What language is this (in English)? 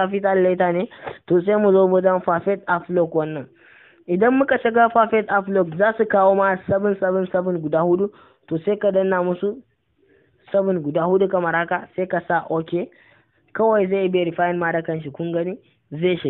Hausa